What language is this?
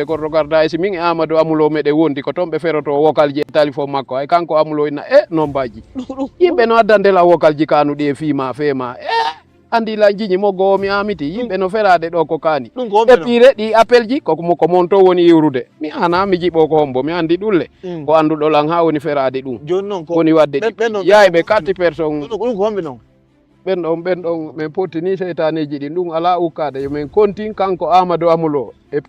Fula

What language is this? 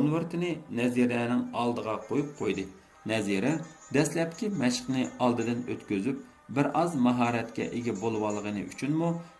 Uyghur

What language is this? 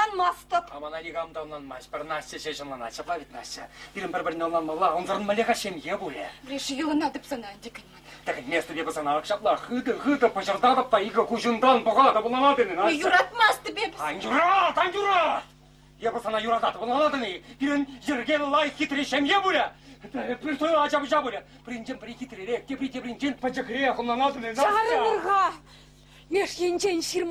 Chuvash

